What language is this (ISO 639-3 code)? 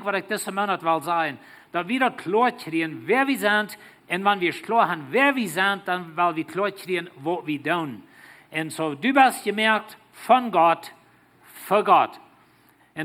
pdt